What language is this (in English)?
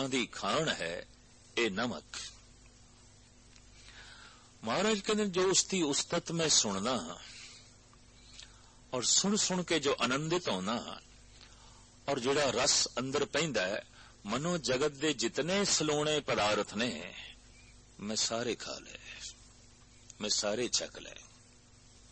Punjabi